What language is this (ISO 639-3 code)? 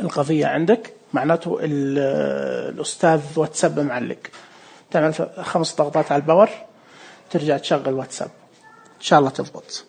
ars